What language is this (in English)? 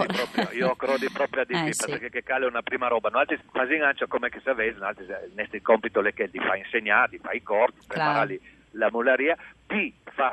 Friulian